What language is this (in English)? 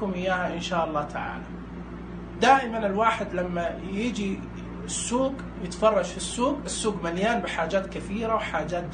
Najdi Arabic